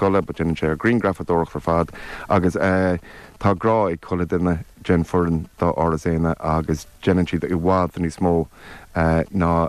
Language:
Irish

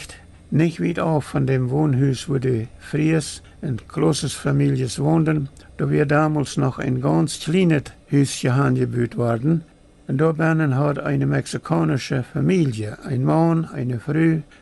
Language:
Plautdietsch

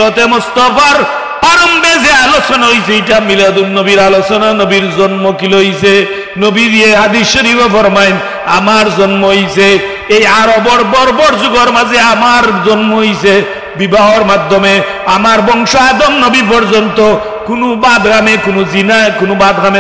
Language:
Sylheti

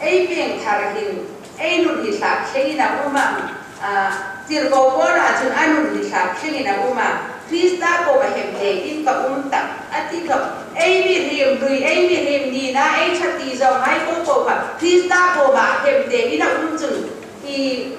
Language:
Hmar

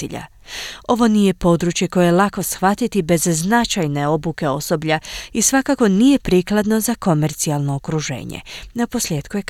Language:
Croatian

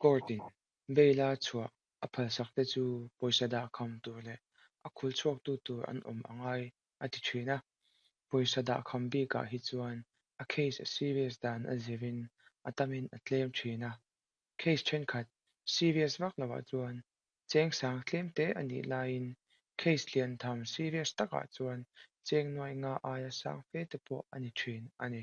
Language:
Mizo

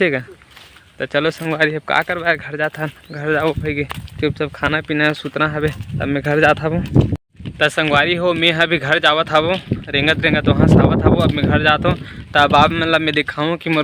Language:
Chhattisgarhi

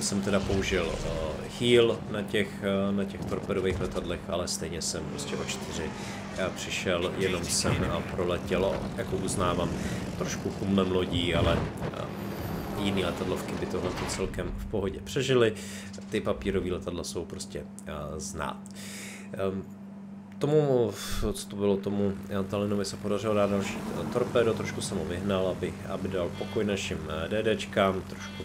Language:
Czech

